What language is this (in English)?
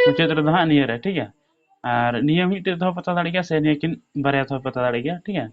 Santali